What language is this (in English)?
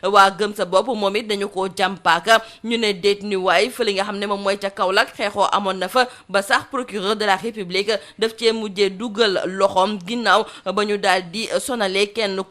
Wolof